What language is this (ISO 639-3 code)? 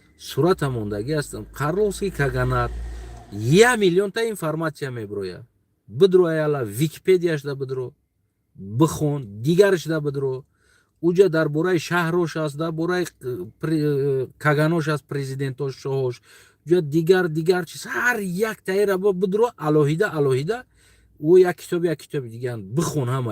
tgk